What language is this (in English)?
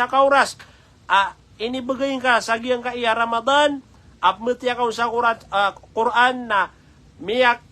Maranao